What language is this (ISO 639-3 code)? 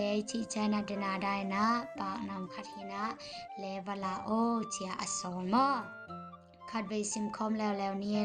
ctd